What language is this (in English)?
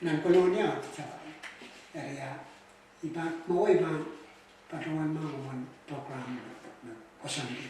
Pohnpeian